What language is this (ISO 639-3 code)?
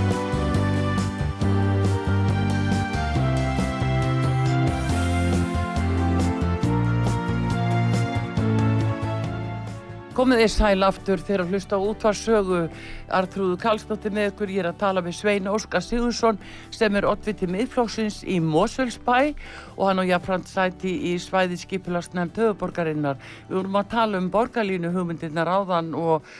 isl